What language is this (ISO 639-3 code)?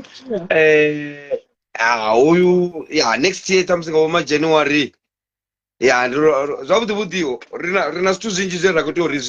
ven